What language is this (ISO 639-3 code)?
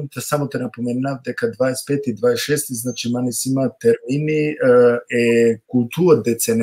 rmn